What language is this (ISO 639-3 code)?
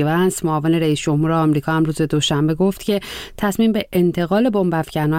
fas